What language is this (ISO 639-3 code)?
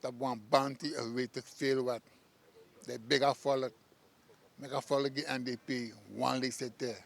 srn